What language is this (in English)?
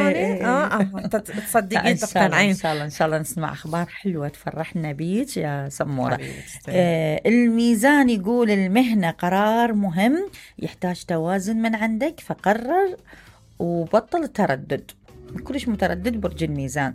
Mesopotamian Arabic